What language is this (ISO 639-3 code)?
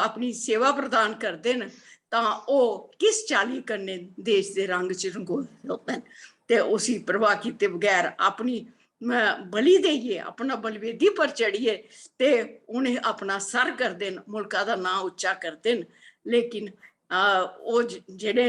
doi